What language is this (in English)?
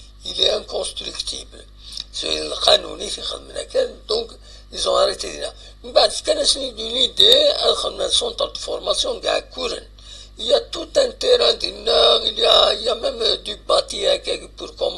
Kabyle